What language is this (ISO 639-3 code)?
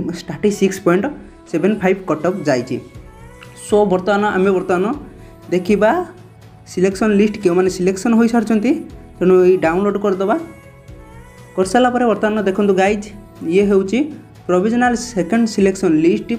ori